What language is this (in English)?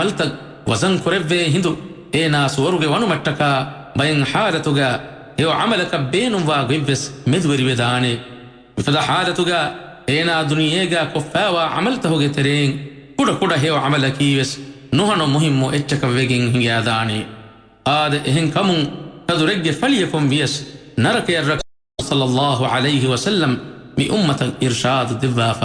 Divehi